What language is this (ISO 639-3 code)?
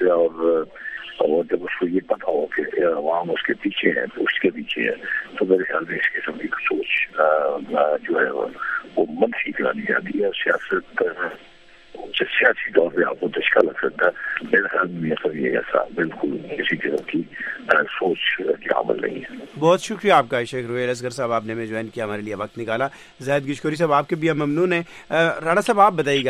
urd